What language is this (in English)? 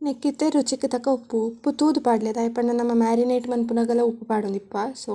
Tulu